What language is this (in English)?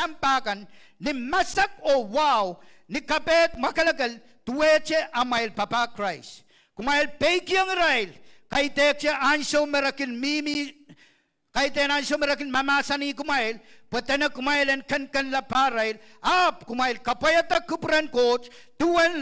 Pohnpeian